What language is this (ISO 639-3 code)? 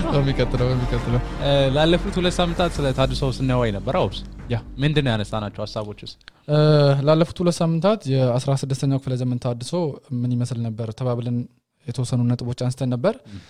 amh